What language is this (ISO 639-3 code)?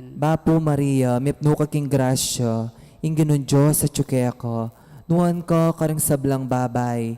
pam